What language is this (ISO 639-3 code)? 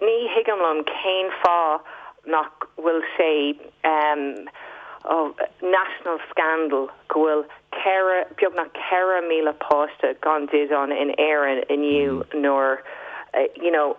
gle